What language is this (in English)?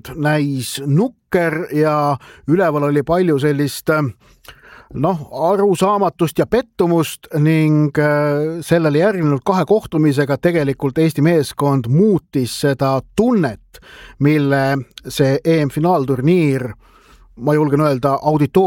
Estonian